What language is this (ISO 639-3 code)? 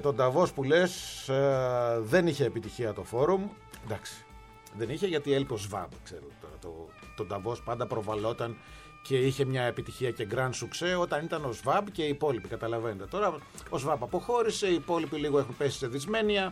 ell